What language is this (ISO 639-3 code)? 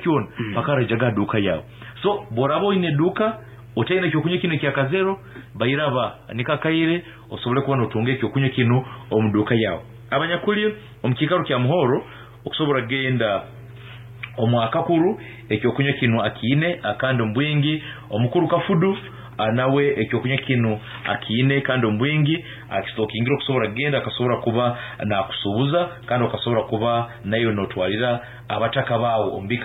nyn